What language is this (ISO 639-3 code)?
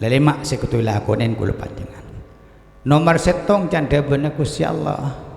mad